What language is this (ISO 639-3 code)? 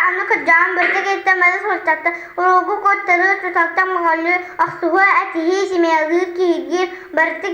sah